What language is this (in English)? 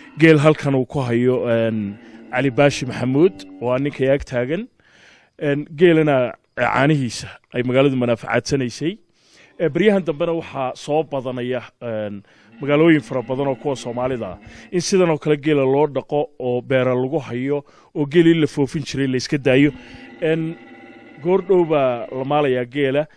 Somali